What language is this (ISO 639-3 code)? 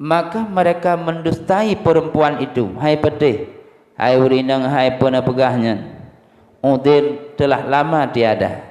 ace